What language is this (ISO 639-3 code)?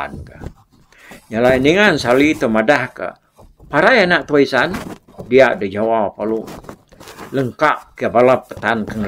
iba